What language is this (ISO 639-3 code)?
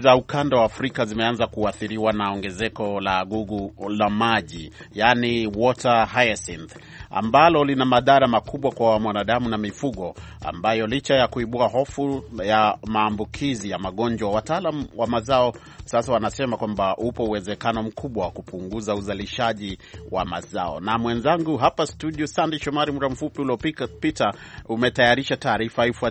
swa